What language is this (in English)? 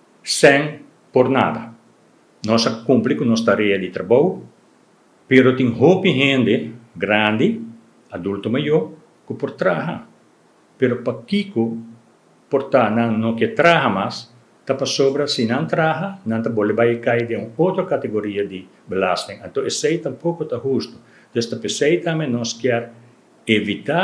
Papiamento